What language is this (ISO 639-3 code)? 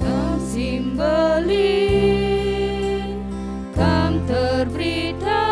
btx